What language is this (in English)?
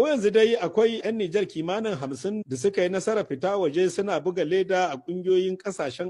Hausa